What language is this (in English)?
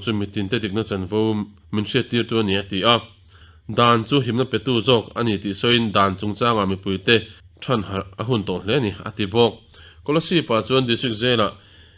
Mizo